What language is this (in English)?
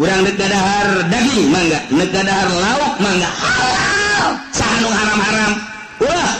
Sundanese